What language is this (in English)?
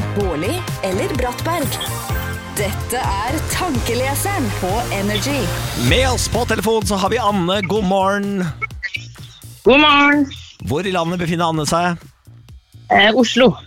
Norwegian